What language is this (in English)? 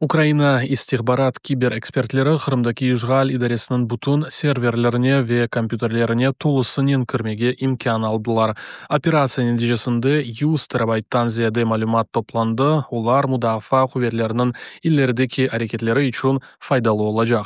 Crimean Tatar